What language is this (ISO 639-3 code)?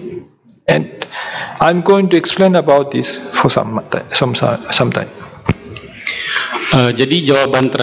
ind